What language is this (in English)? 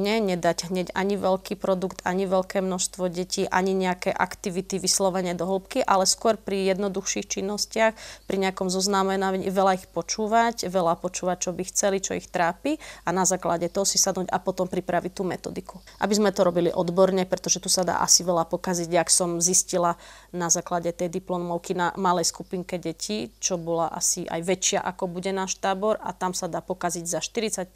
Slovak